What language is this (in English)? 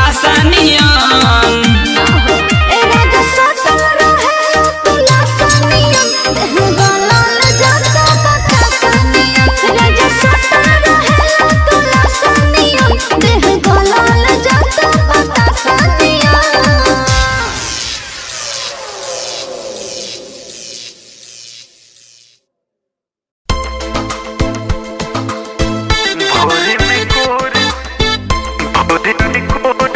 Bhojpuri